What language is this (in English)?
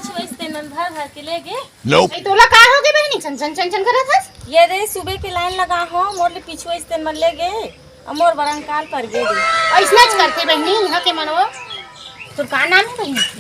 Chhattisgarhi